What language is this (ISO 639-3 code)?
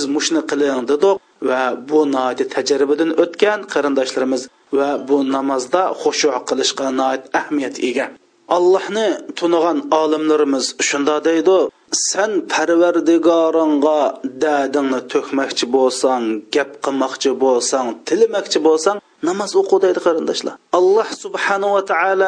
uig